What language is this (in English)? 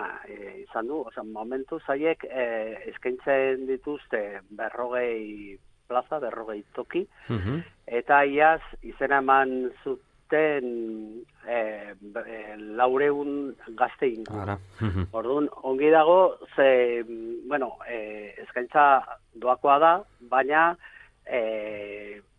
Basque